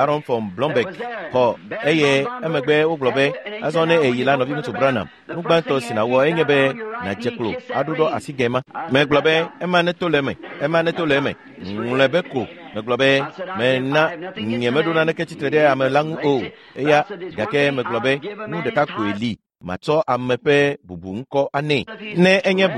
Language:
Ewe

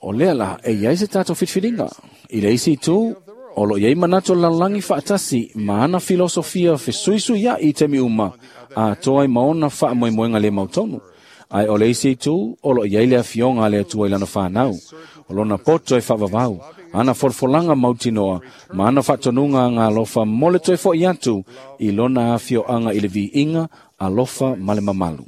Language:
Samoan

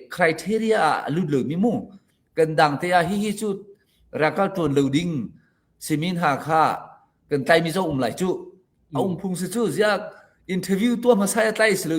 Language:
Hakha Chin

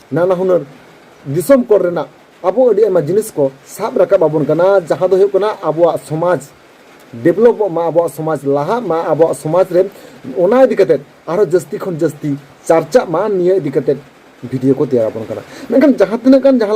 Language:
Santali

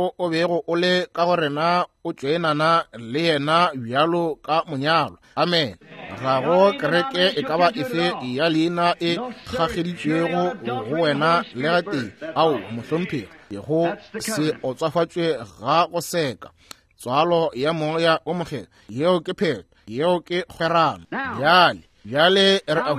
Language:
Northern Sotho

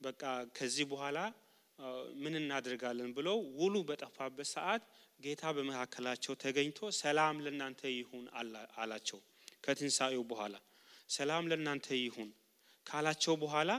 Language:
Amharic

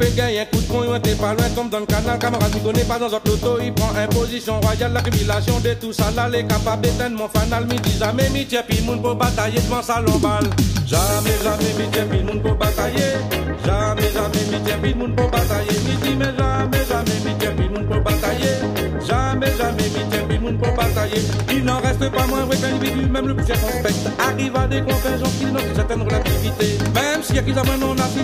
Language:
Réunion Creole French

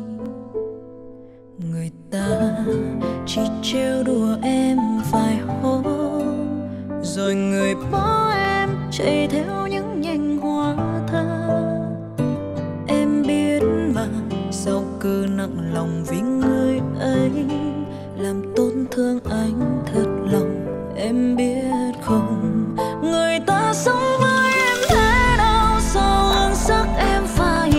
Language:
Vietnamese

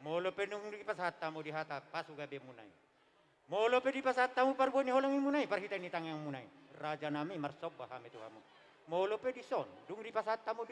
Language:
Batak Toba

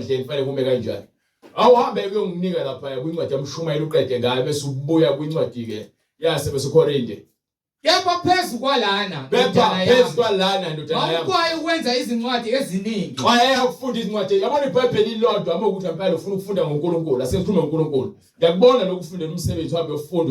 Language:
Zulu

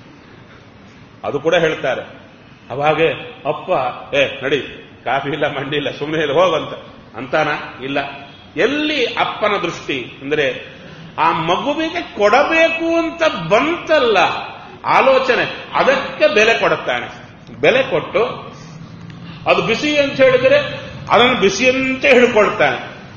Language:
Kannada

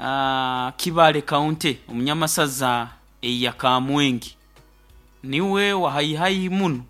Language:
Nyoro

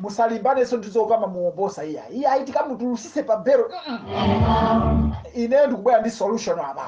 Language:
Nyanja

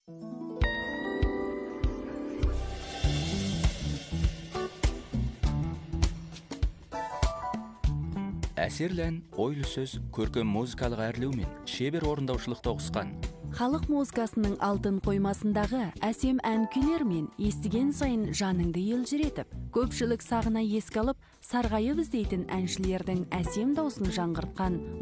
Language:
Kazakh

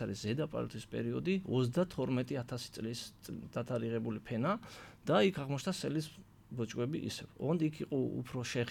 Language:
Georgian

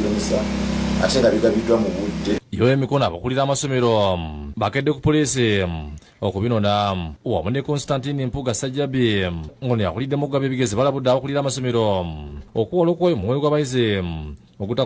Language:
Ganda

